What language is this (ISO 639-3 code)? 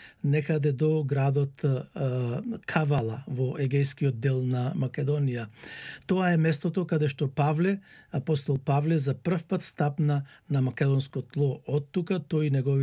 mkd